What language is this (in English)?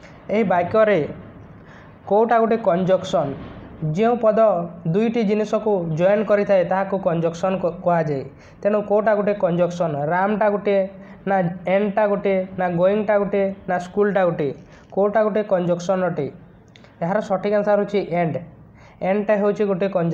Odia